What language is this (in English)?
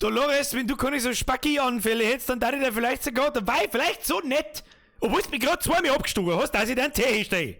Bavarian